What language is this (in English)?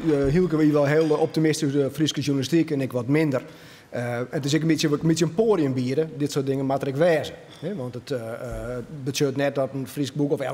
Western Frisian